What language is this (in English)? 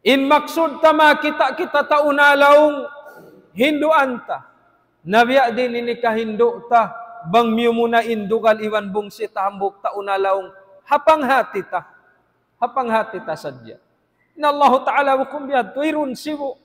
Tausug